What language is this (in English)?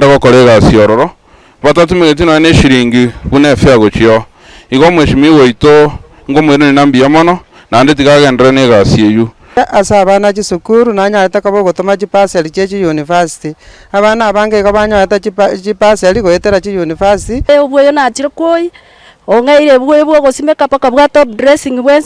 Gusii